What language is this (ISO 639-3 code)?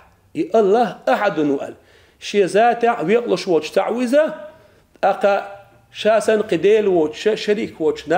che